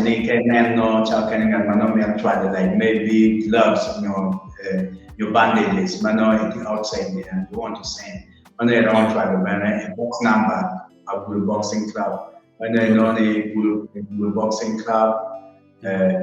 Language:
Acoli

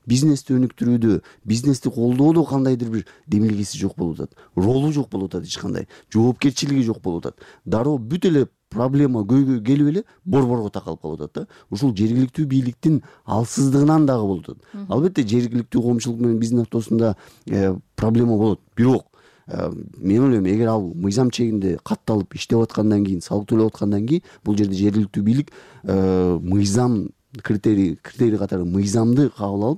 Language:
Kyrgyz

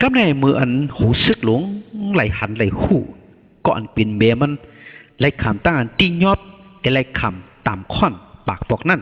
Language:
Shan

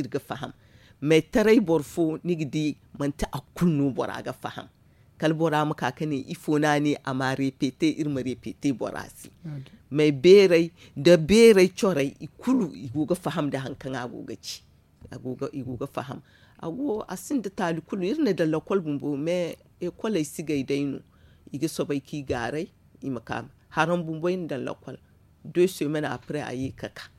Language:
Zarma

